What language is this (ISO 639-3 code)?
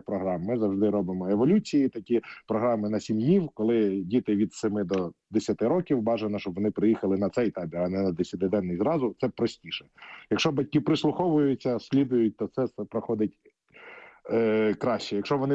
ukr